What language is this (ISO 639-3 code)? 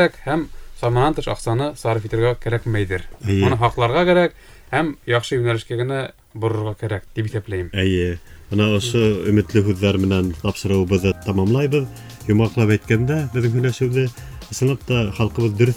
bak